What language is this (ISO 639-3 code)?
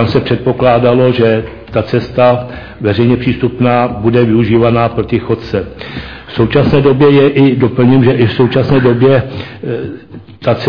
ces